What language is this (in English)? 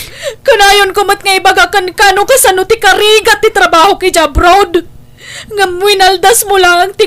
Iloko